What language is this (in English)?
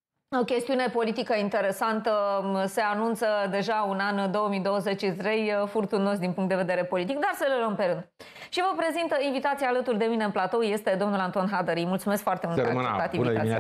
Romanian